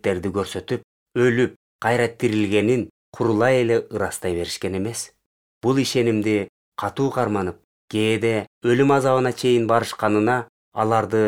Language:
Kyrgyz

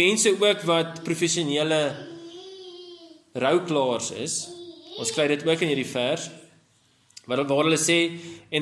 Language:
Afrikaans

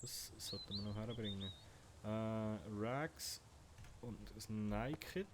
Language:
Swiss German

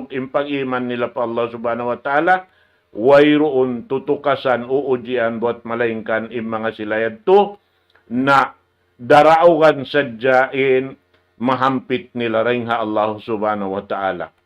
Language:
Tausug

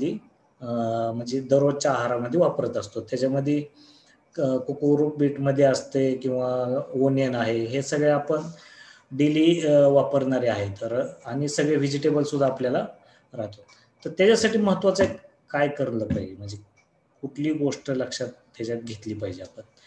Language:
Marathi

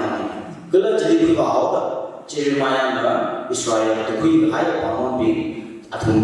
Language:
Tangkhul Naga (India)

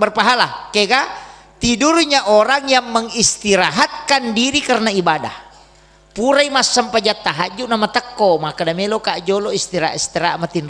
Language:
Buginese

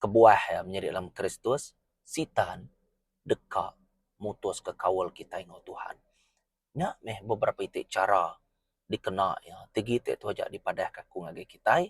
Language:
Iban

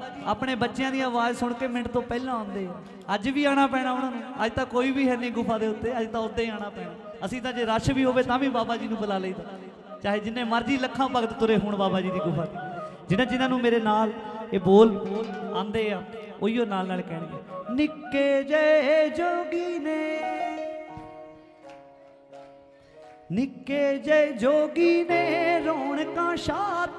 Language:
Punjabi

